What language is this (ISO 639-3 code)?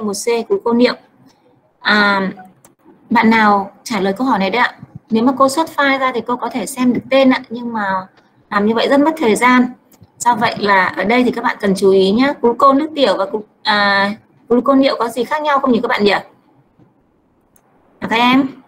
vie